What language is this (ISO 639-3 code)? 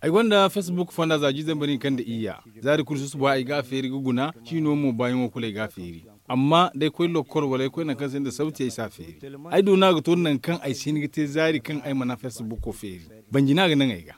dje